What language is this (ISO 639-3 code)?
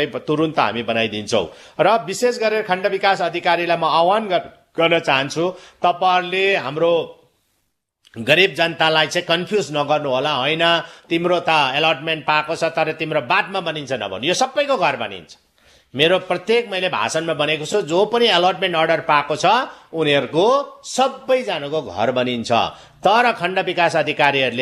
nep